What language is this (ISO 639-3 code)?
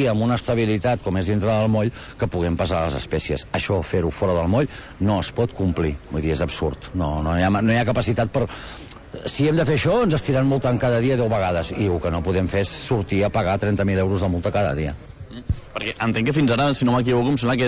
cat